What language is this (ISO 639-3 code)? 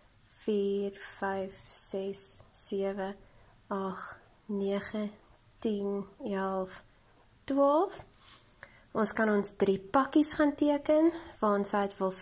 afr